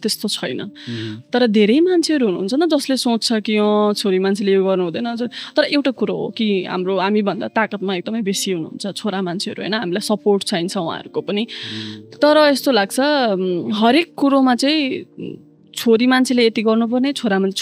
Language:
Nepali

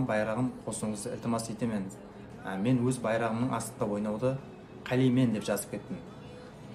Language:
Kara-Kalpak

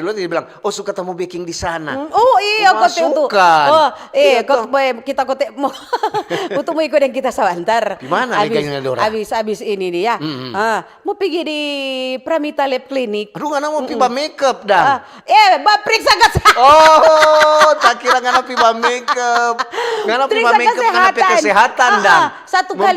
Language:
Manado Malay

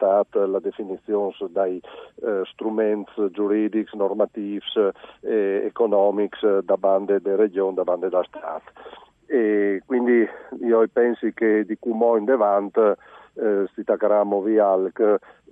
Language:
Friulian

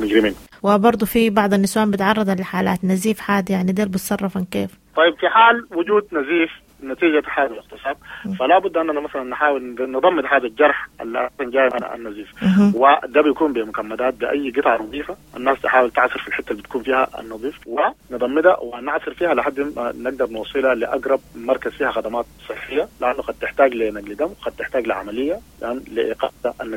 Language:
Sudanese Arabic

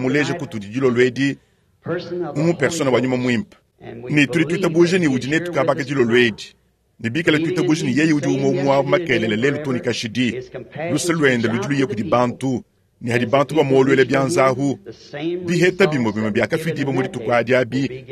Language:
Luba-Lulua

